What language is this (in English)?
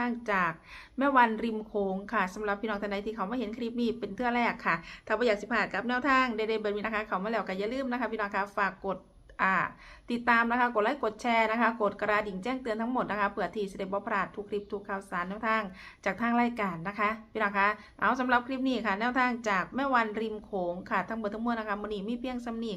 Northeastern Thai